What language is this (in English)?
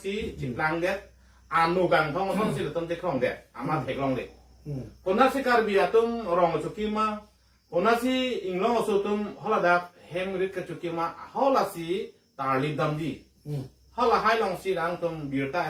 Karbi